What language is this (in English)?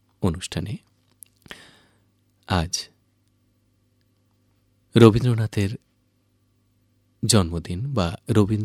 Bangla